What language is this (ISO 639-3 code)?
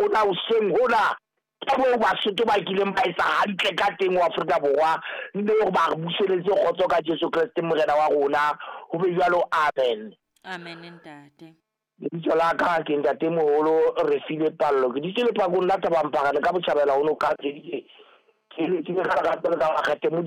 sot